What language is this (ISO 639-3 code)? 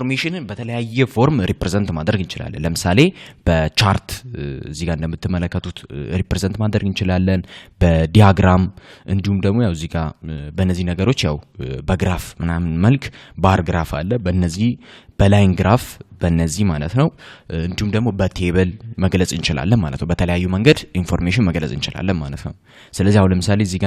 amh